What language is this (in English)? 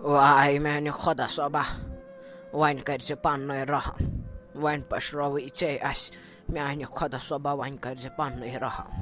Kashmiri